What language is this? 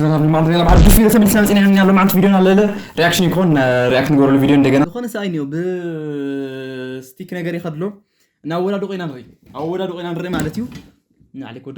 Tigrinya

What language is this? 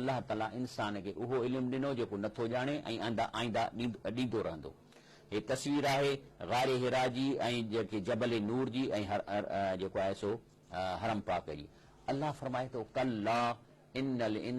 Sindhi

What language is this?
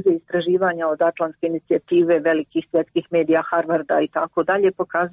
Croatian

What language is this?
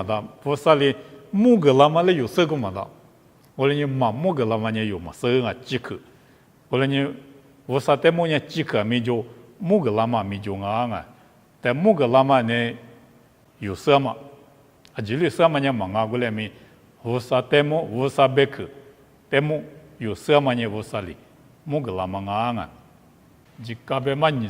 Lisu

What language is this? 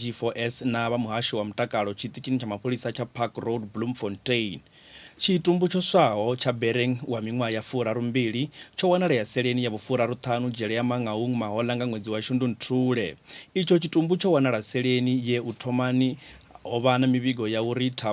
Venda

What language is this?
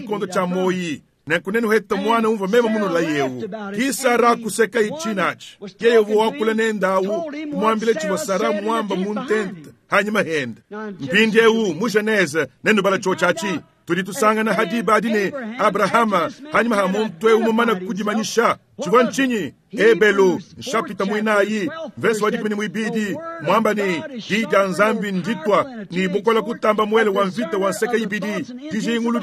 Luba-Lulua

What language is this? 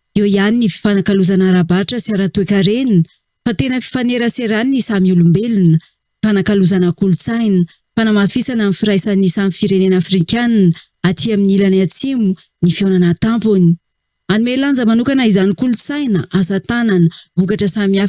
Malagasy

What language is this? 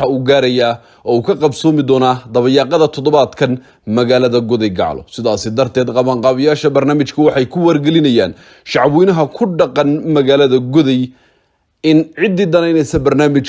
Somali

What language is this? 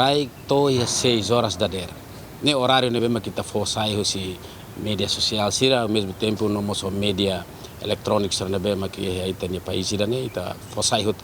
Tetum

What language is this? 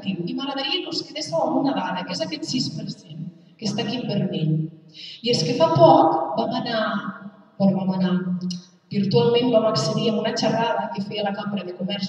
Catalan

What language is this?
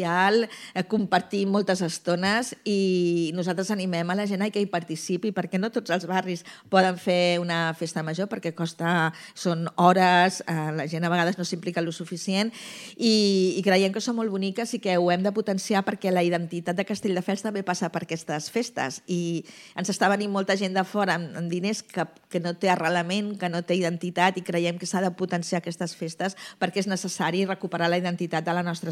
Catalan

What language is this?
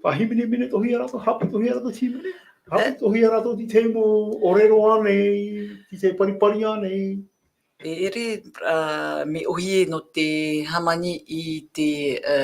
Tahitian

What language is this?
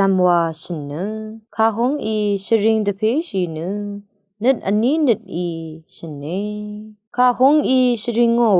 Rawang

